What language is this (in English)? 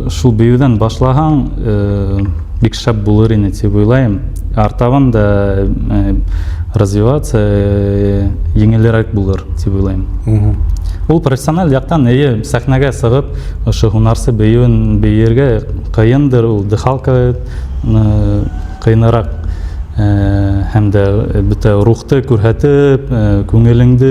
Bashkir